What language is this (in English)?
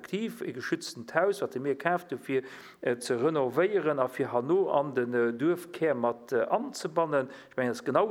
Luxembourgish